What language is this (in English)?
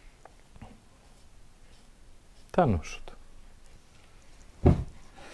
Ukrainian